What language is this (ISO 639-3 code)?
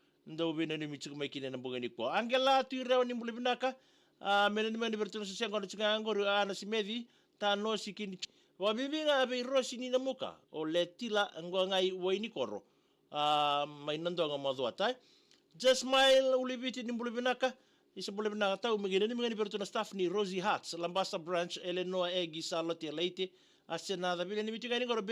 fij